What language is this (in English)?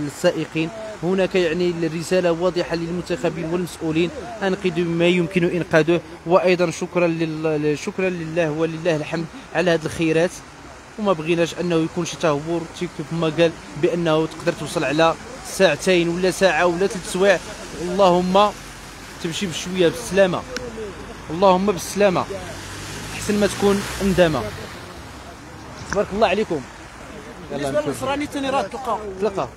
Moroccan Arabic